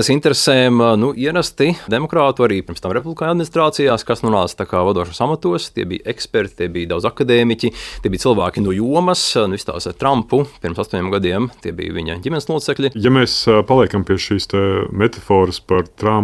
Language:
Latvian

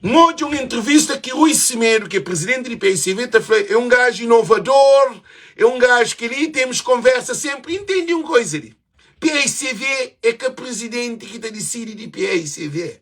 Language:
Kabuverdianu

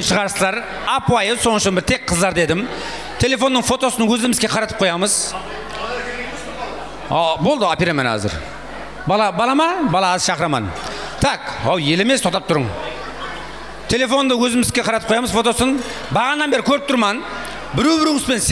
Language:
Kara-Kalpak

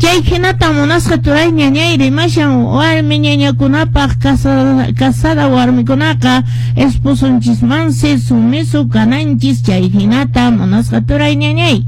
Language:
Quechua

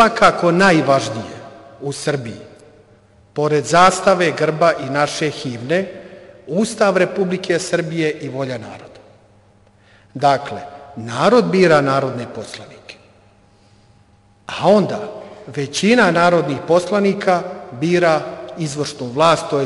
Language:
Serbian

